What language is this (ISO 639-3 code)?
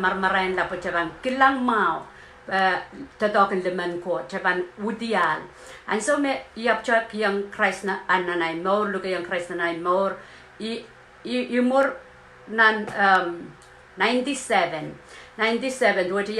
pon